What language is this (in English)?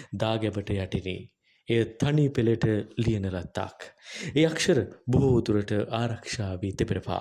Sinhala